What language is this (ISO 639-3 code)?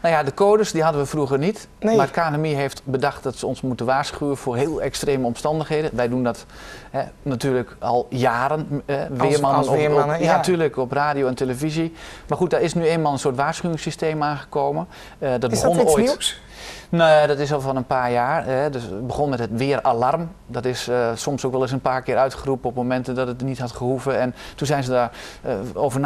nld